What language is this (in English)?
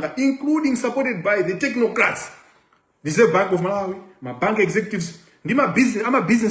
Nyanja